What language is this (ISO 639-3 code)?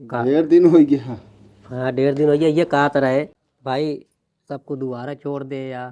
awa